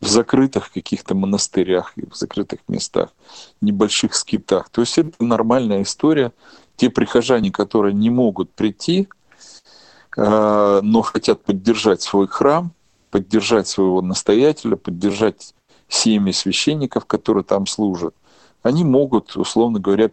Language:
Russian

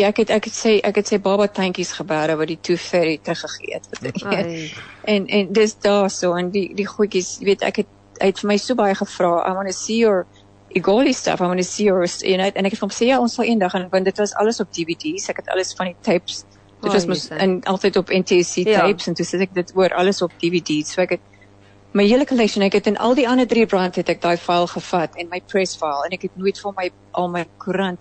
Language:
Afrikaans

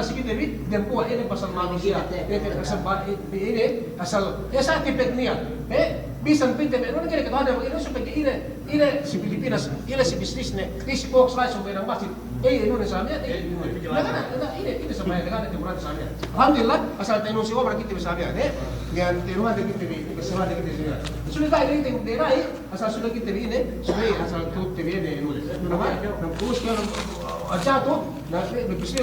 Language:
Yakan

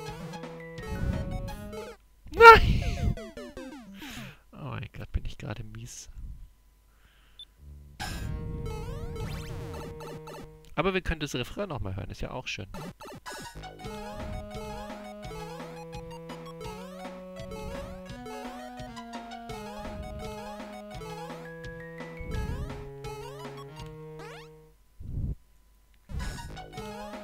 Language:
German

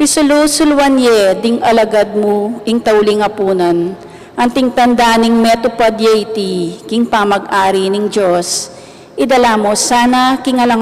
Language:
Pampanga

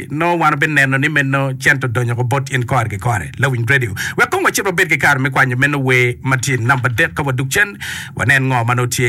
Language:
Acoli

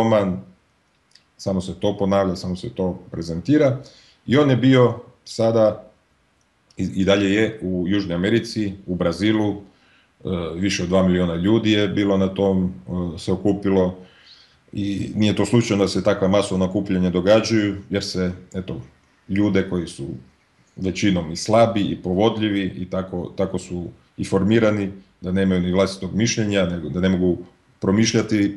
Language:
Croatian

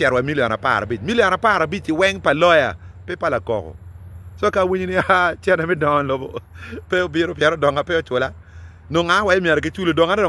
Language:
Acoli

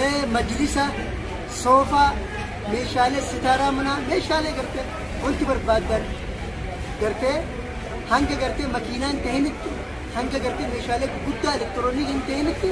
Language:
Oromo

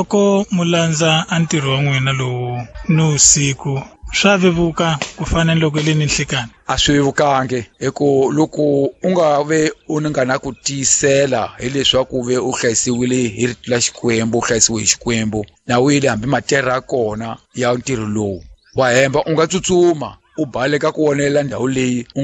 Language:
Tsonga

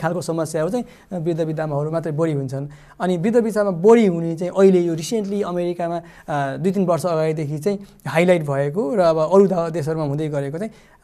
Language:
Nepali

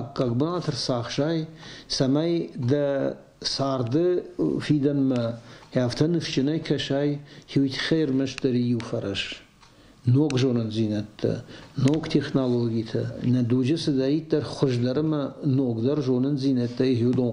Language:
Ossetic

